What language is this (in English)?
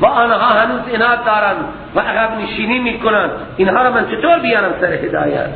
Persian